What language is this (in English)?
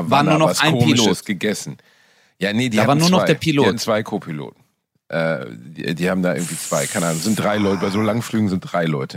German